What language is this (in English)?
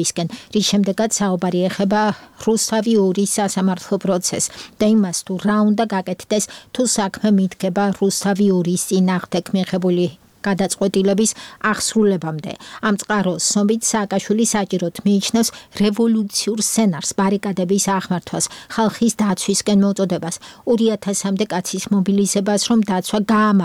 Georgian